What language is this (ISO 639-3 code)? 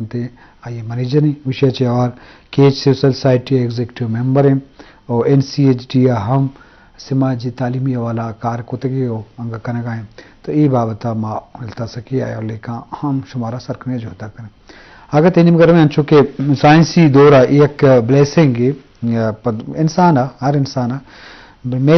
bgp